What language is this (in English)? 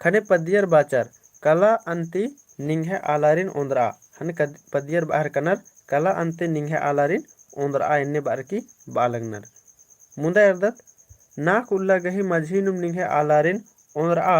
Kurukh